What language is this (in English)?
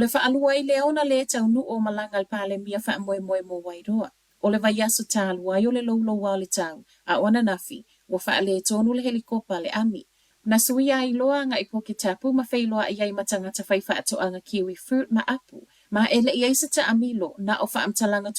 Samoan